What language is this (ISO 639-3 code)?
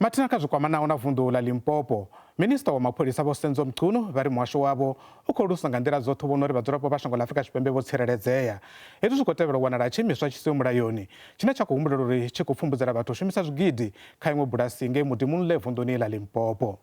ven